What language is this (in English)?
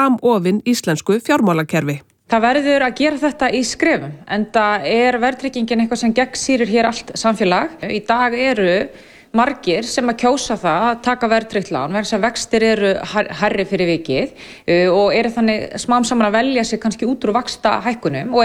Icelandic